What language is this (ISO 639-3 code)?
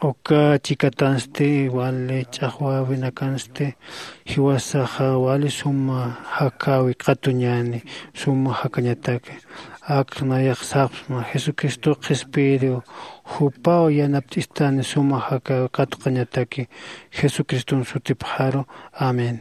aym